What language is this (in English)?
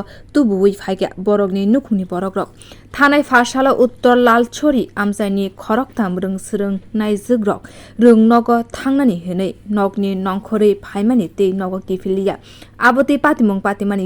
Kok Borok